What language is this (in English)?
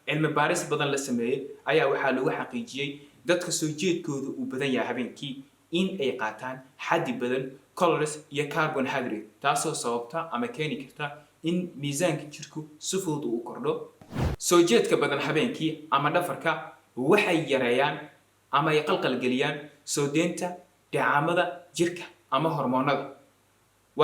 Somali